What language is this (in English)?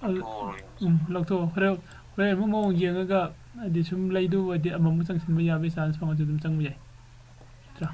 Manipuri